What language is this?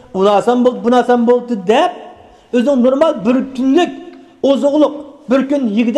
Uyghur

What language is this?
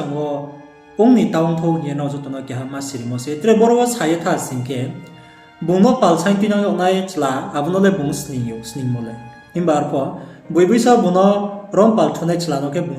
Riang (India)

